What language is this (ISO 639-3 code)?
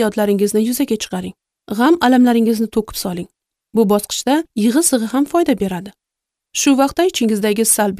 uzb